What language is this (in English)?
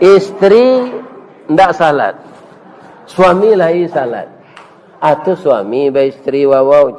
Minangkabau